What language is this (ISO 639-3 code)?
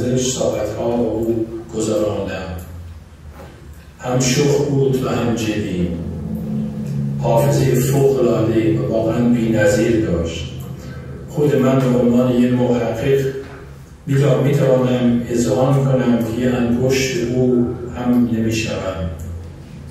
fas